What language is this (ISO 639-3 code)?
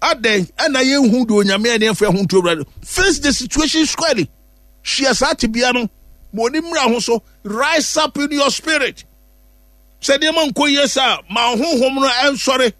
aka